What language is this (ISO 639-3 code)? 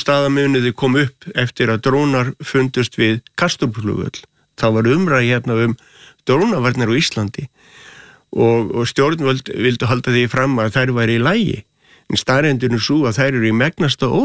isl